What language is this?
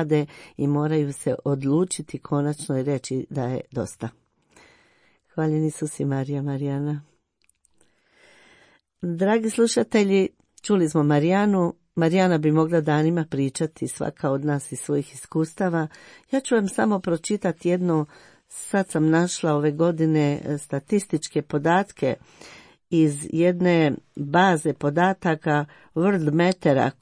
Croatian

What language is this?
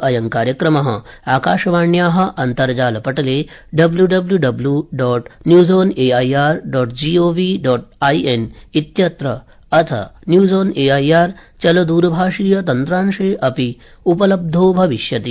Sanskrit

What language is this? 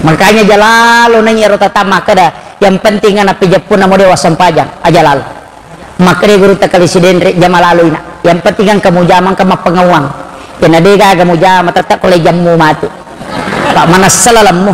Buginese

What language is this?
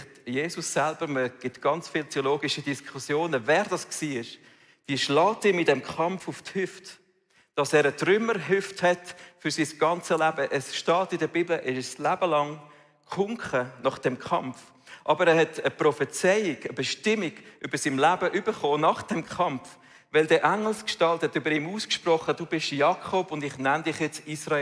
Swiss German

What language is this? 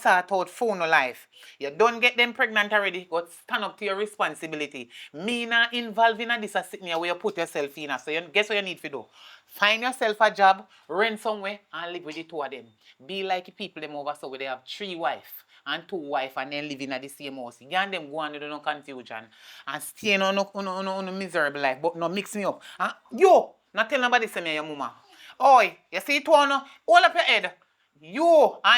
Jamaican Creole English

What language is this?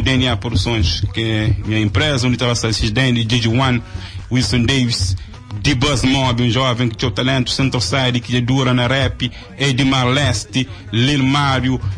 Kabuverdianu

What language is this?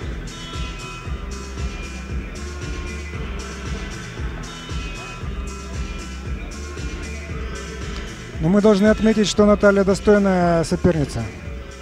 Russian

